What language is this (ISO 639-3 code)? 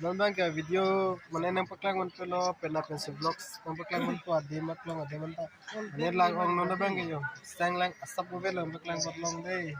mjw